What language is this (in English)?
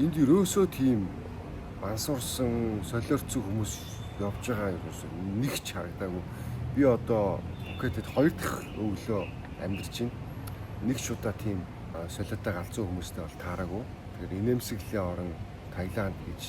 Mongolian